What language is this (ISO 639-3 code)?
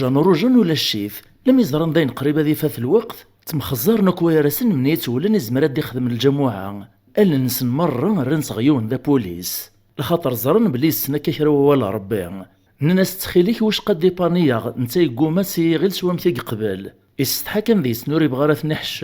kab